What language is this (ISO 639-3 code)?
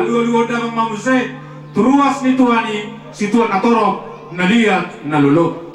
bbc